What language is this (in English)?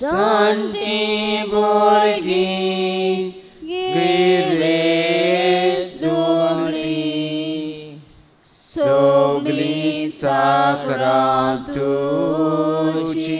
Konkani